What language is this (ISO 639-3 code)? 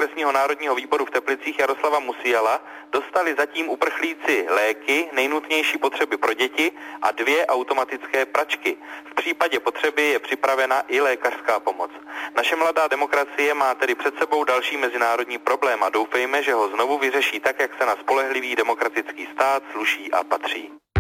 ces